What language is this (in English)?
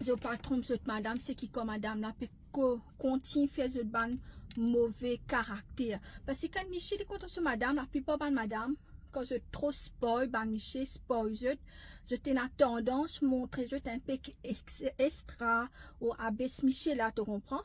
Morisyen